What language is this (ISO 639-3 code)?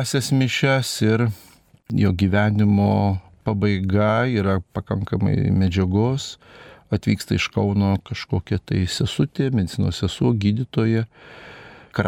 lit